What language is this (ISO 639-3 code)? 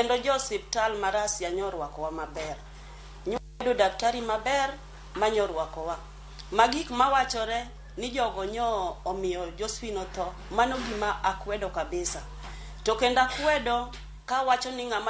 luo